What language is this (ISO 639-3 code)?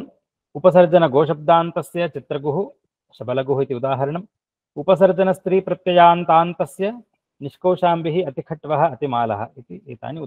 san